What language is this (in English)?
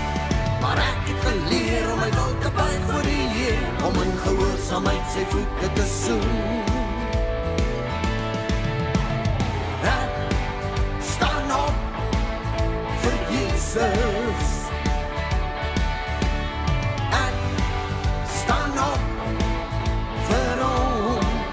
Afrikaans